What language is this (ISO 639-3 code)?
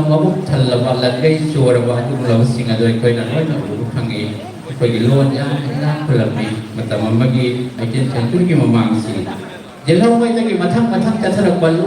mni